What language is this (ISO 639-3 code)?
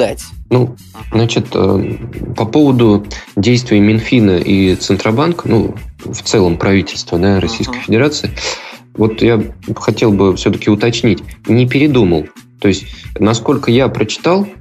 rus